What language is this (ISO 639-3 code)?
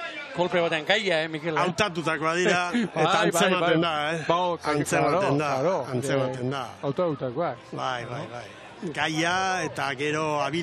eus